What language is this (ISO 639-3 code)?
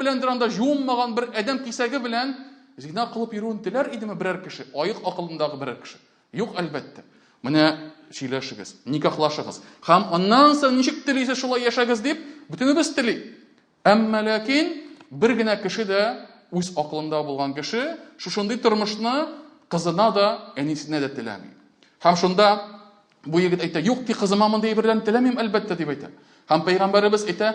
tat